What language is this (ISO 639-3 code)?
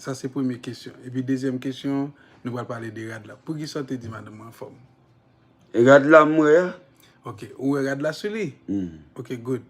hat